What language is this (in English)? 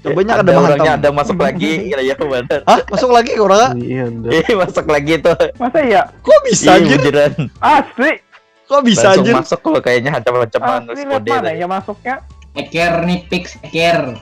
Banjar